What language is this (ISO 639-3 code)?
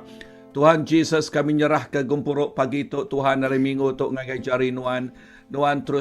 iba